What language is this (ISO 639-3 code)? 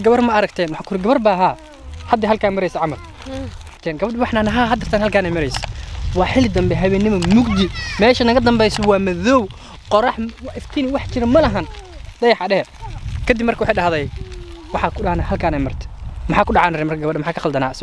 som